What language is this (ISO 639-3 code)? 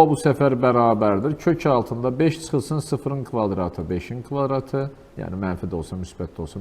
aze